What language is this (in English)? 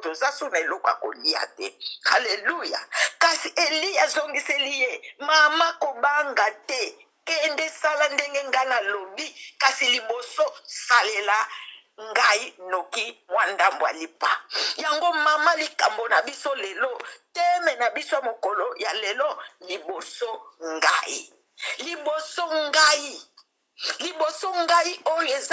Lingala